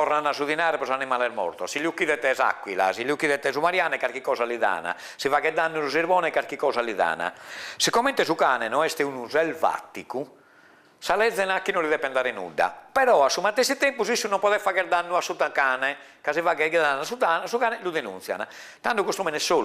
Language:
Sardinian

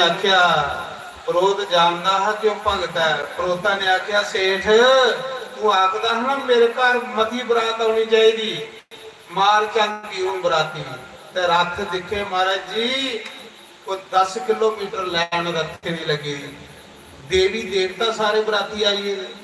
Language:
Dogri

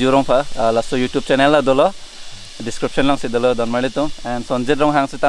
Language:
Karbi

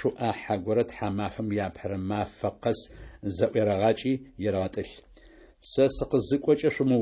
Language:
Adyghe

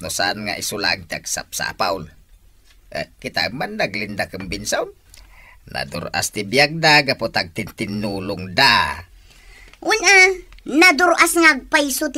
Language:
Iloko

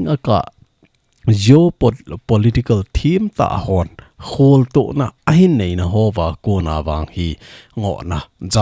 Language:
Thado Chin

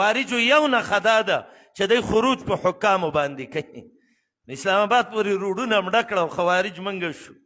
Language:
Pashto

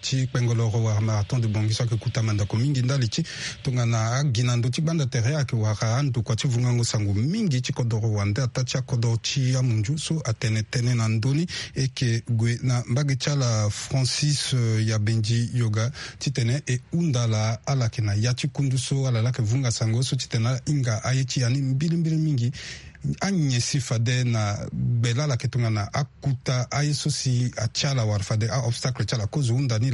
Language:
Sango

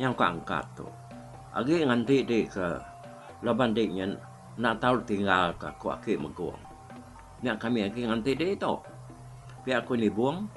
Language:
Iban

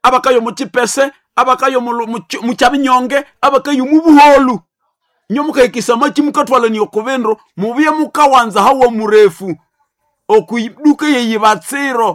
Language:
Nande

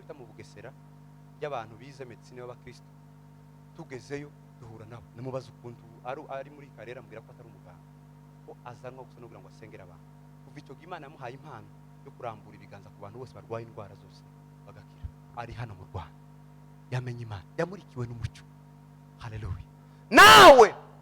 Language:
Kinyarwanda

